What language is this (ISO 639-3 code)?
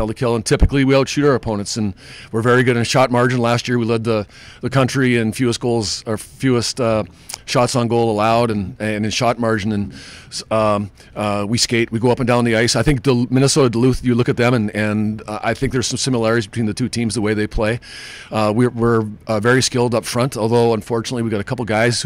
eng